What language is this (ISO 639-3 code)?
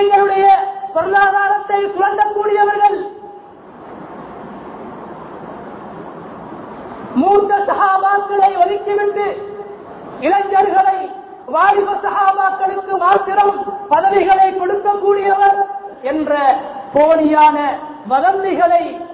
tam